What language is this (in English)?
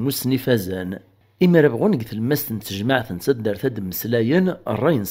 Kabyle